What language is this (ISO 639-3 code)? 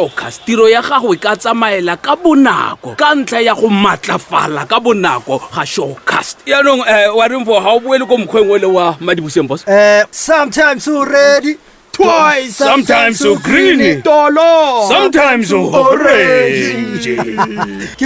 tsn